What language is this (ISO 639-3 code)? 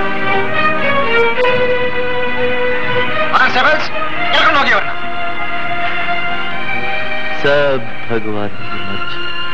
kan